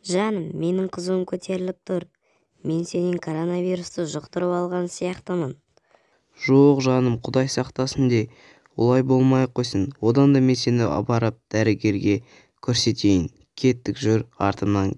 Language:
Kazakh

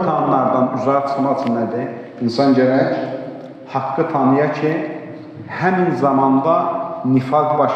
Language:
Azerbaijani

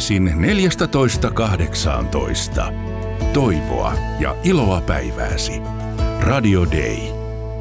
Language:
Finnish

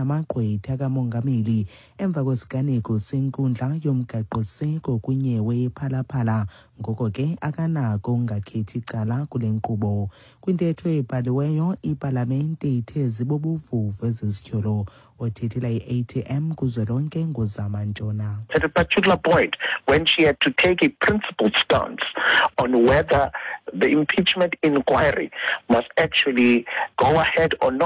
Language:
Xhosa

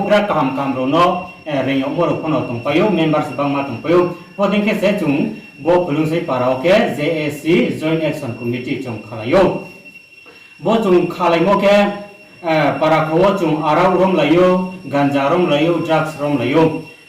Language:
Riang (India)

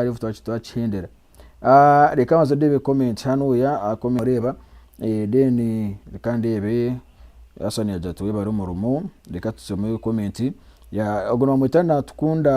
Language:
Nyankole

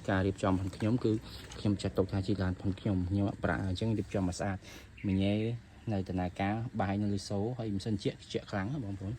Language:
Khmer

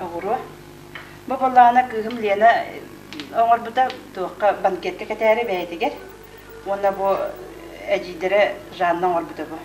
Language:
Yakut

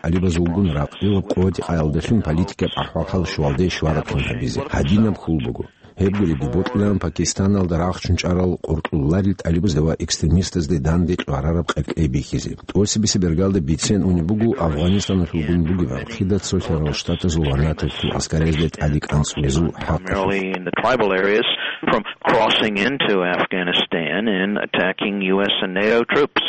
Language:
Avaric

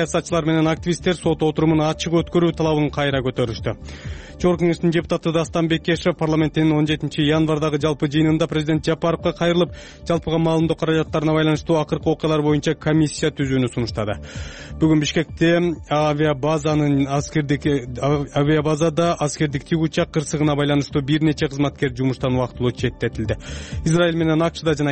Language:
Kyrgyz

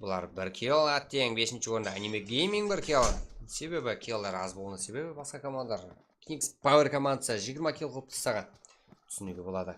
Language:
Kara-Kalpak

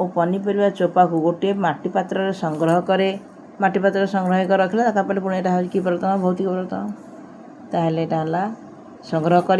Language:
Odia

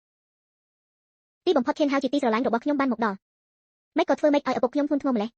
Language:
Khmer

